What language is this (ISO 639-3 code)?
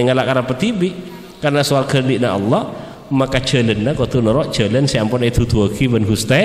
mad